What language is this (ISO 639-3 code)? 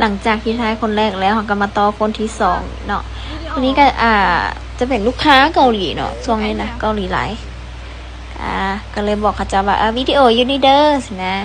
lao